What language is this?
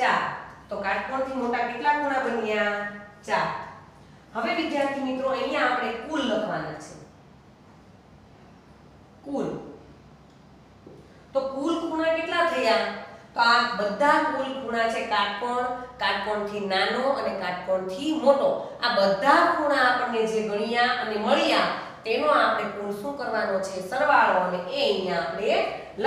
Gujarati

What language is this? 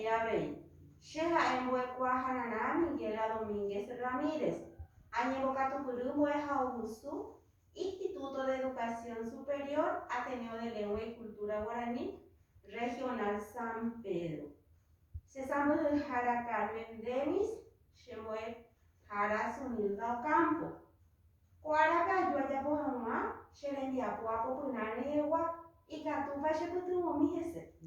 Guarani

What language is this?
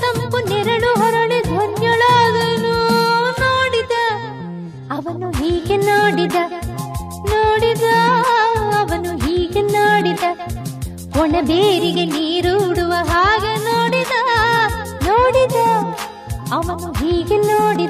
Kannada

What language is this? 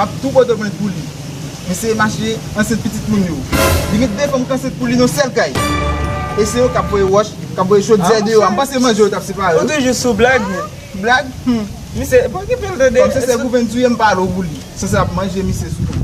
Haitian Creole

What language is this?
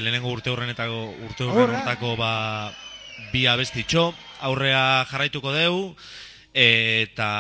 Basque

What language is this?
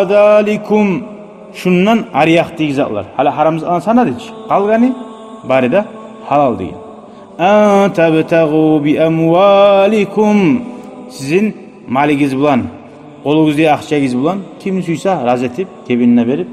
Kumyk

